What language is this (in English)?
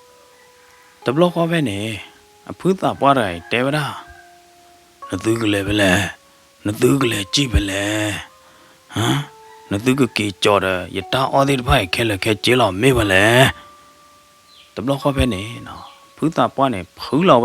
S'gaw Karen